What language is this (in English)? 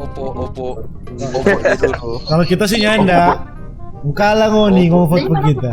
Manado Malay